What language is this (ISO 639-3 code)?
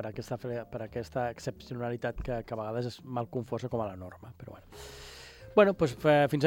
cat